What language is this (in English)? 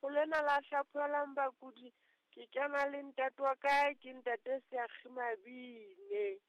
Southern Sotho